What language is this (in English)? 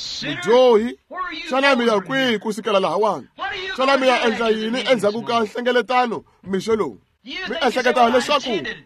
Tsonga